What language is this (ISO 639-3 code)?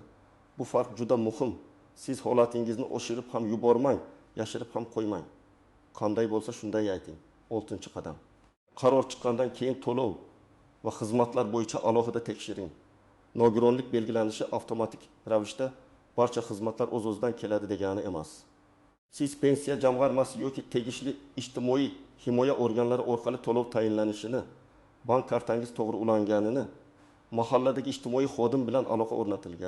uzb